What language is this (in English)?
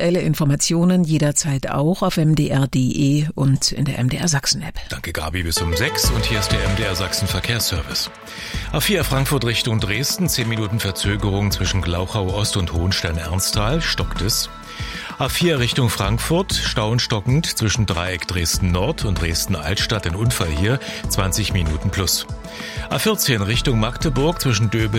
German